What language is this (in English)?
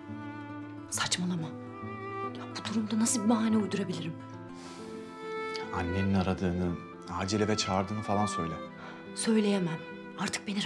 Turkish